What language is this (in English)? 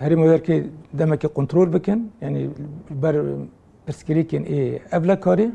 Kurdish